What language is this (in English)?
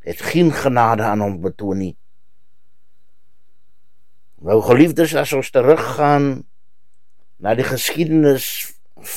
Afrikaans